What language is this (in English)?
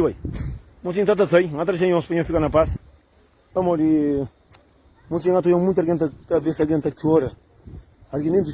Kabuverdianu